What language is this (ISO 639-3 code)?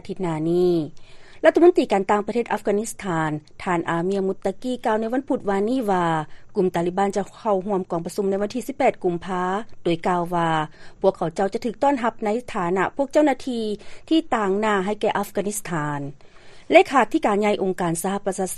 lao